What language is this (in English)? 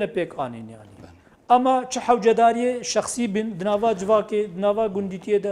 Kurdish